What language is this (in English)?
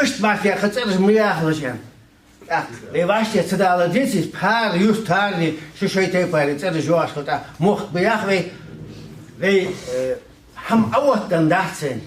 Ingush